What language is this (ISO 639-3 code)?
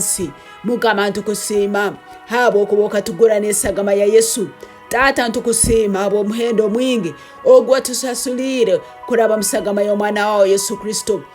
ttj